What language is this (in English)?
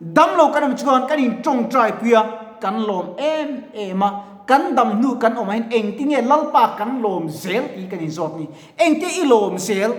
Mizo